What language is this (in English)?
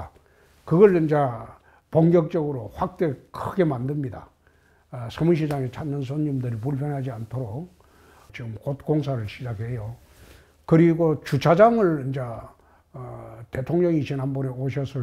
Korean